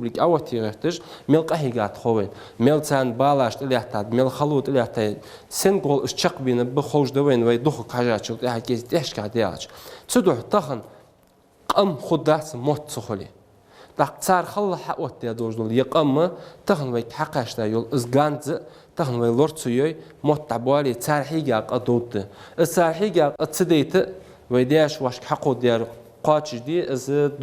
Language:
Ingush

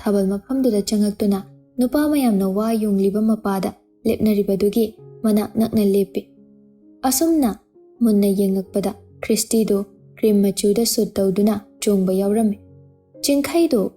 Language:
Manipuri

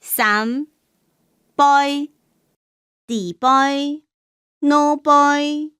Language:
Hakka Chinese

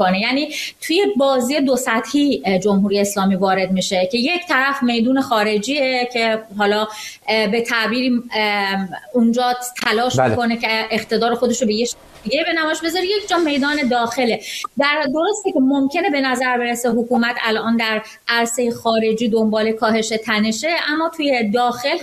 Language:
Persian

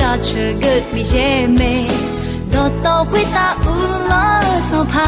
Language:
Akha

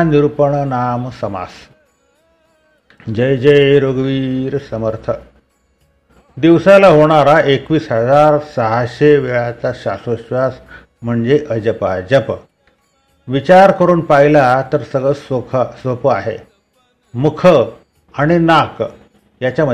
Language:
Marathi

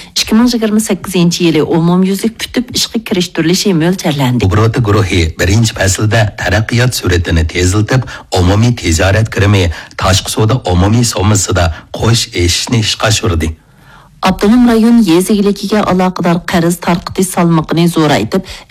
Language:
Uyghur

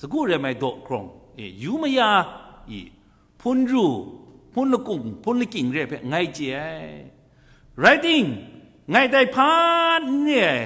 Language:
Kachin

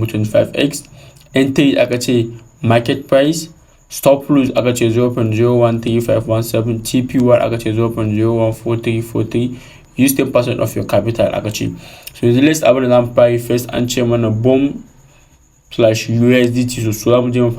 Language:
Hausa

